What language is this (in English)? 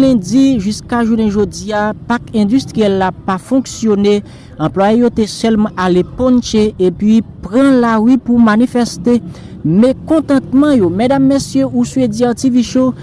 Haitian Creole